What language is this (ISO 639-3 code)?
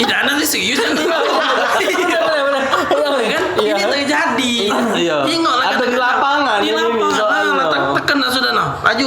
mui